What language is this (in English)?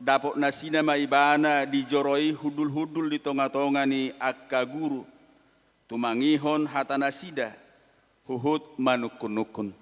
Batak Toba